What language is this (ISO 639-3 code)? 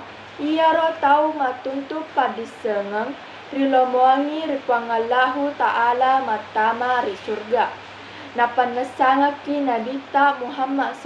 bug